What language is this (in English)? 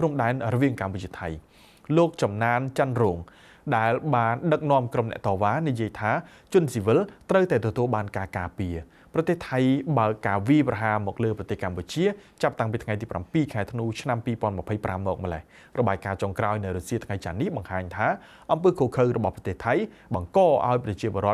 Khmer